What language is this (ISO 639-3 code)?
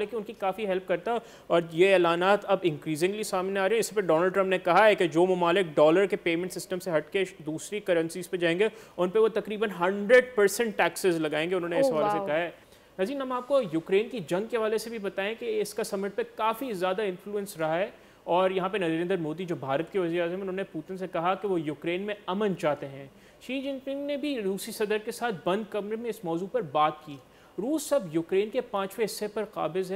urd